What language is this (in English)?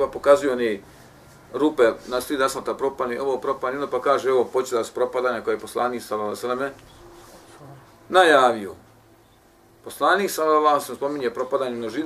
Bosnian